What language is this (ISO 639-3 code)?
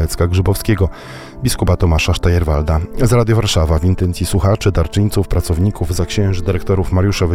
pol